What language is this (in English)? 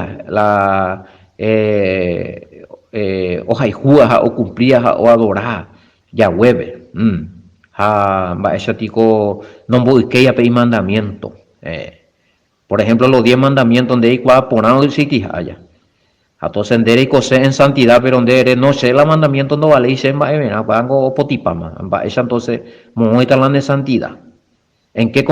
Guarani